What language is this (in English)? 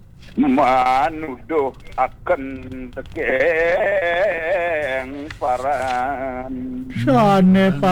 Balinese